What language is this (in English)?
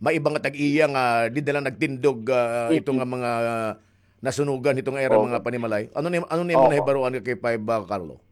Waray